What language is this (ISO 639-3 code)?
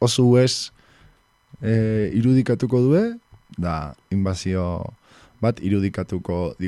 eus